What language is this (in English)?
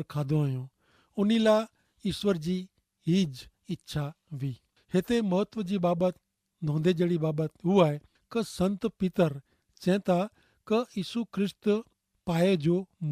Kachhi